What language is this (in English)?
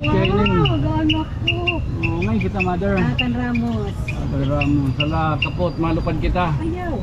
Waray